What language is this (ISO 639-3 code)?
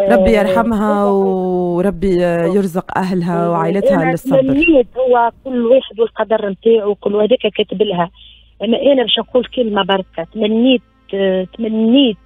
aeb